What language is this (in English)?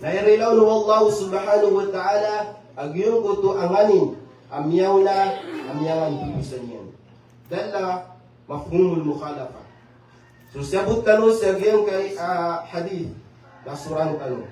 Maranao